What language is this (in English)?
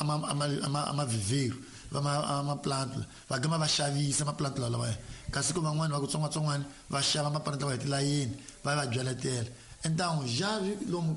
Tsonga